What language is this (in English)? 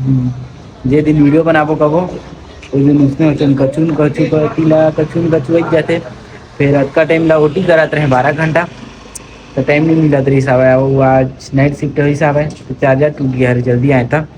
Chhattisgarhi